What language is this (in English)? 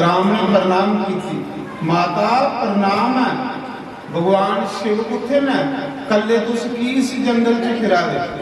Dogri